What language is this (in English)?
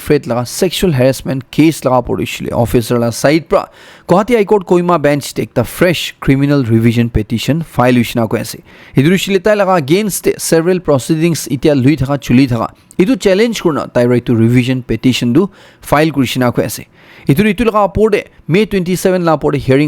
Naga Pidgin